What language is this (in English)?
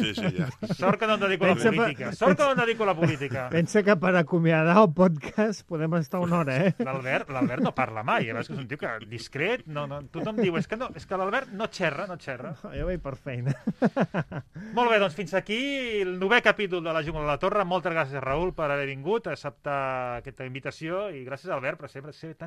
Catalan